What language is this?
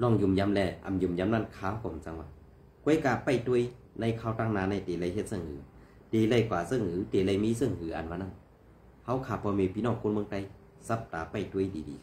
Shan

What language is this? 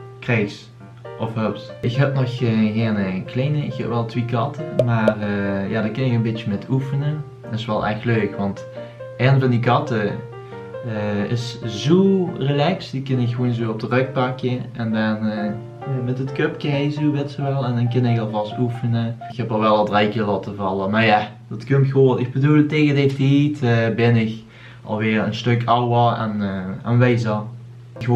Limburgish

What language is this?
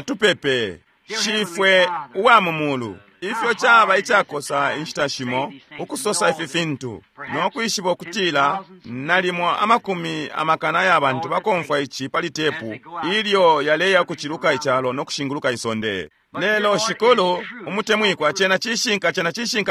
Bemba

